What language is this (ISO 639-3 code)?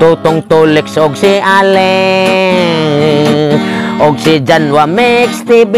ceb